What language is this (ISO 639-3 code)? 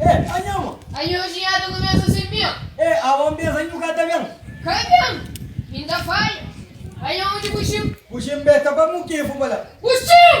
kea